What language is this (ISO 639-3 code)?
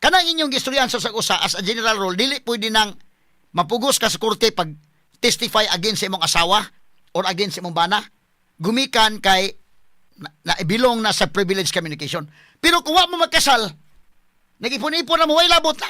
ceb